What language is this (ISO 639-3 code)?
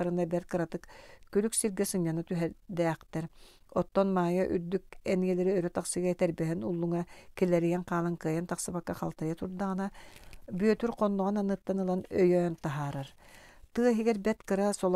sah